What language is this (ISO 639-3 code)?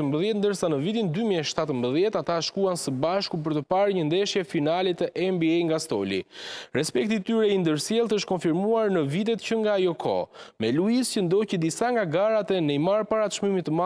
sqi